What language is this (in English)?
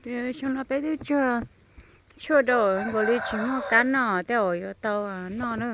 Hmong